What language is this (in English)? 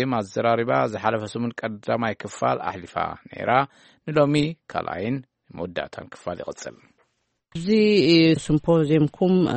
Tigrinya